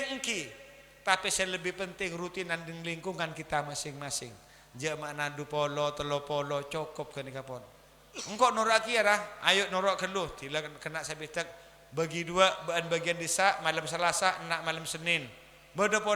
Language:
Madurese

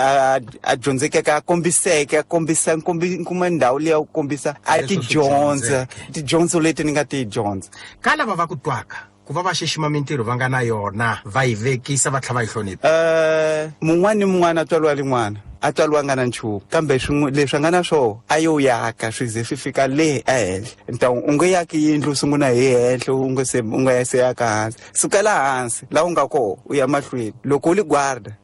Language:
Tsonga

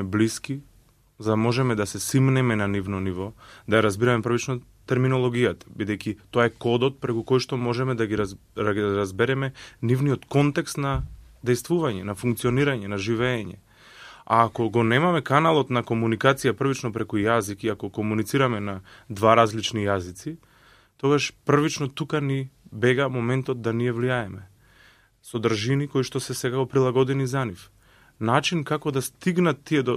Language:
Macedonian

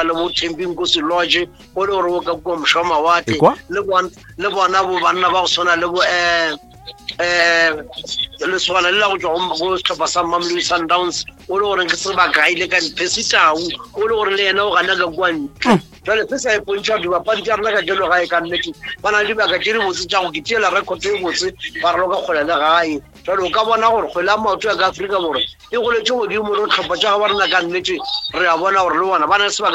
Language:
Northern Sotho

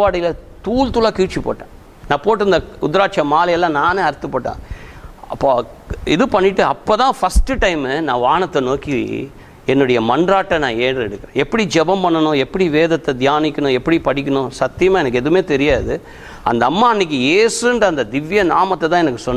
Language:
Tamil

